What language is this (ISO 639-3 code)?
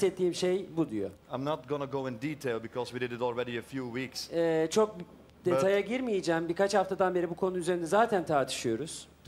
tur